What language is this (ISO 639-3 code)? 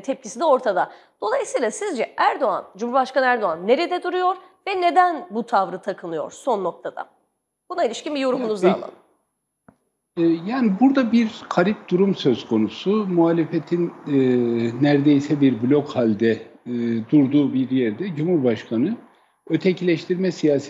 tur